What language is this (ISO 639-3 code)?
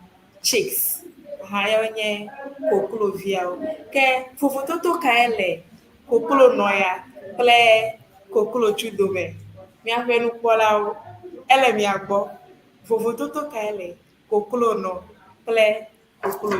ewe